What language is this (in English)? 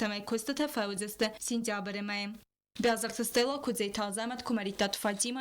Ossetic